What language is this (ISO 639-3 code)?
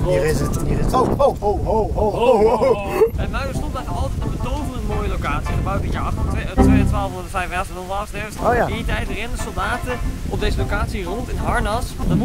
nld